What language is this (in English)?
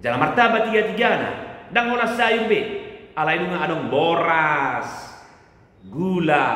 Batak Toba